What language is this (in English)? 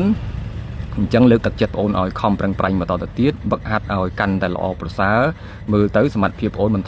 Khmer